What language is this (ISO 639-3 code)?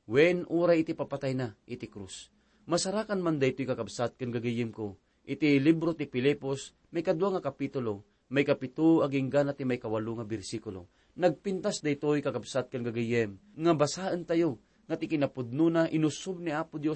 ilo